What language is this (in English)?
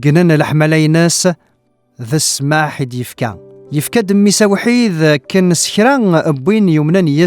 Kabyle